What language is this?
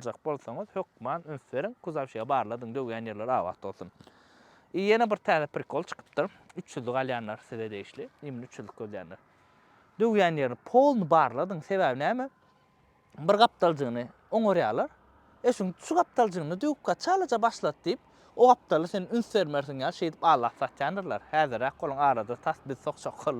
Turkmen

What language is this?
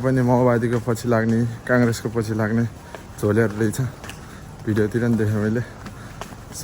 Nepali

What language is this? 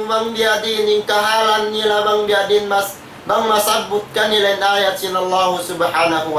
Tausug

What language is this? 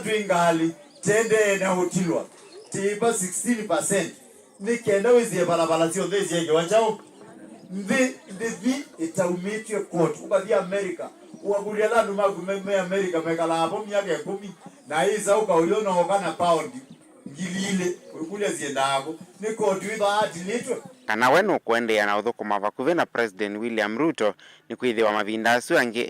Kamba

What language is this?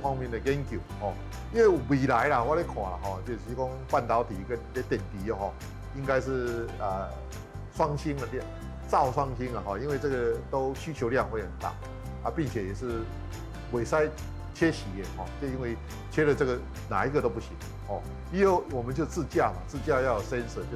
Min Nan Chinese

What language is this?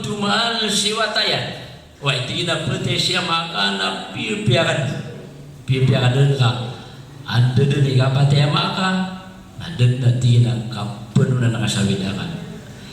Maranao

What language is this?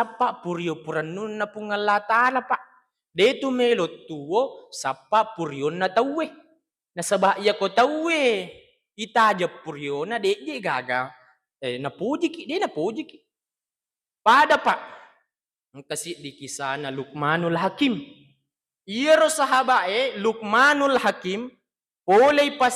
Buginese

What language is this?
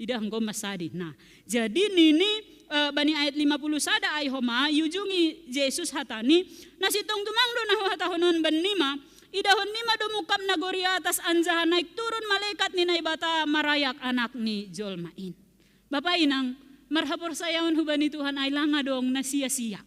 Batak Simalungun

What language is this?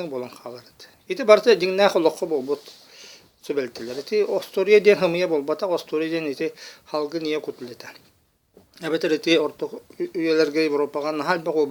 Yakut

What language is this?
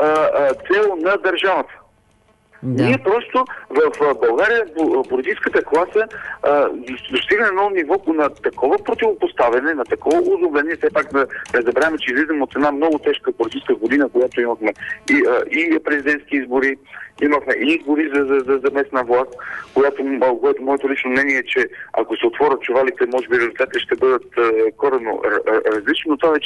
Bulgarian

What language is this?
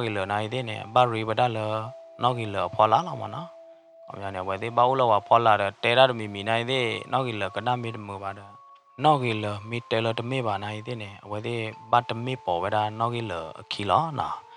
S'gaw Karen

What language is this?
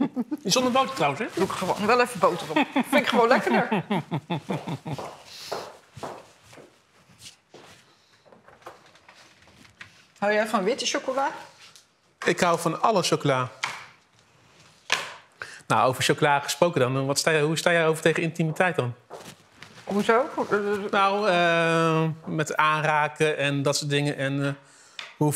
Dutch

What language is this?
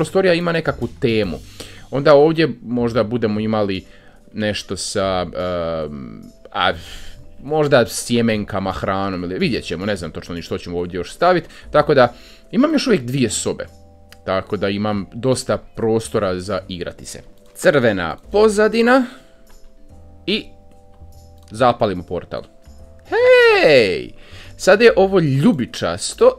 Croatian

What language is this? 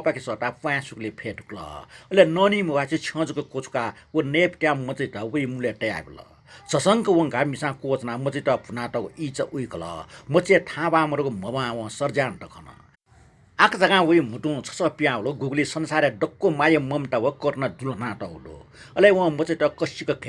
Newari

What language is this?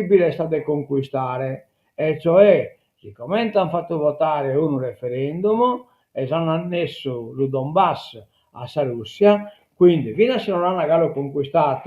Sardinian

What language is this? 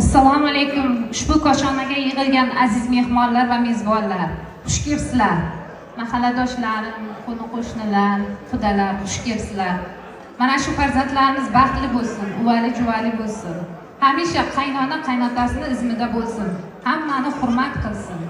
Uzbek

